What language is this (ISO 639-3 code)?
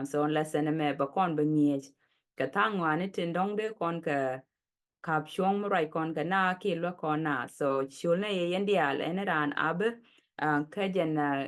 nus